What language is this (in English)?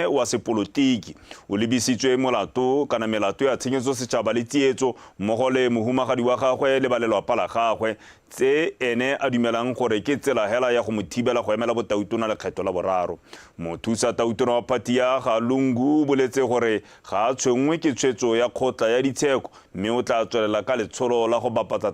Tswana